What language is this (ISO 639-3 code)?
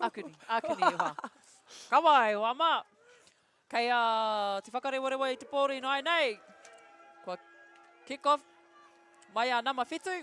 mri